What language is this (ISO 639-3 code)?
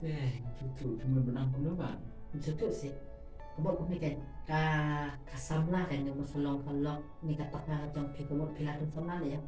kha